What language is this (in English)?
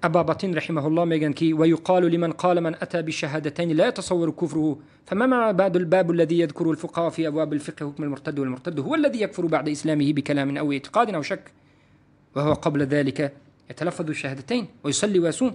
Tajik